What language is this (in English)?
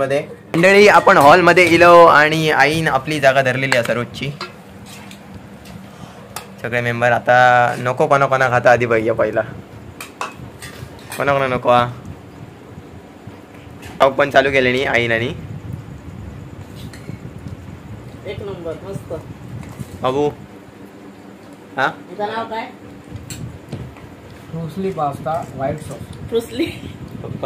Marathi